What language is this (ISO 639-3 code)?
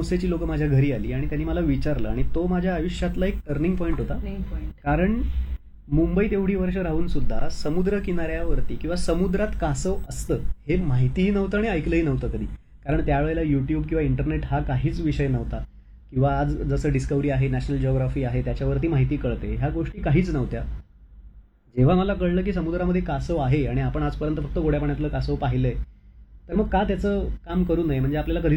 mar